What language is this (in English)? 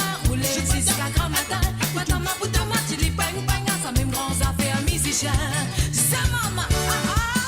Morisyen